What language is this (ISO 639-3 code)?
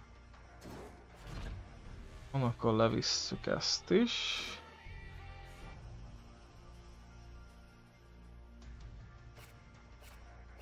hun